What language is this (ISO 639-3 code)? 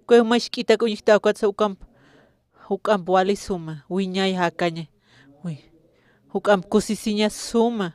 aym